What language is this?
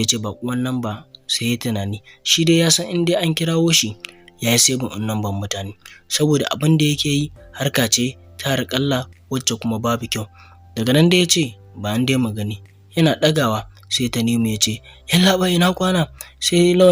Hausa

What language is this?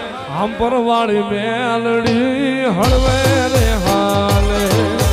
Gujarati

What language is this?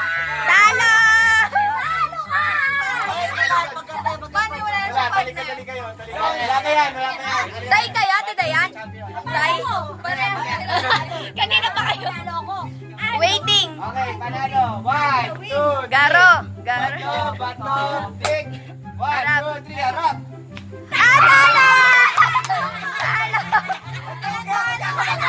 Filipino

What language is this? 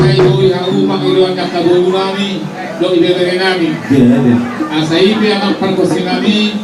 Batak Toba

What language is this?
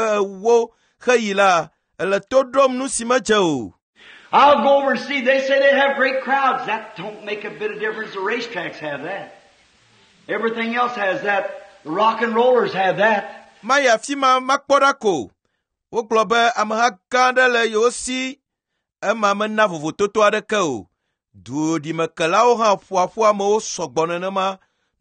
Ewe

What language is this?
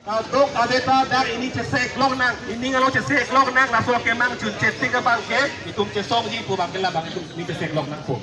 Karbi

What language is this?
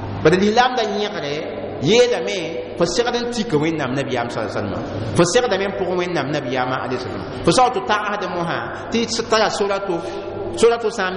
Mossi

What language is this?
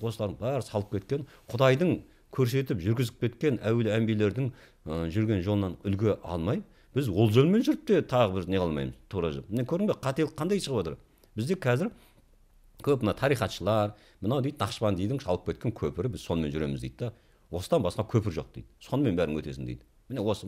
Kazakh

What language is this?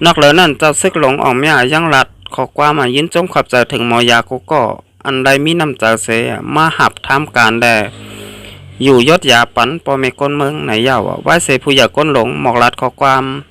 Shan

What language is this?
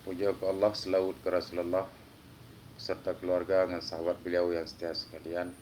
Achinese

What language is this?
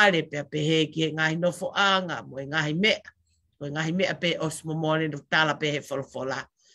Tongan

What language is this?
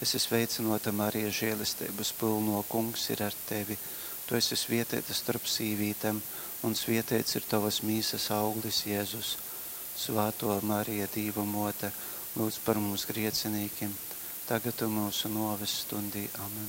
Latgalian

